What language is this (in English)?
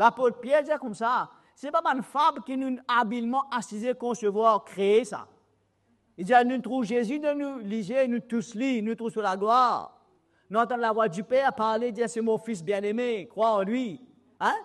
Morisyen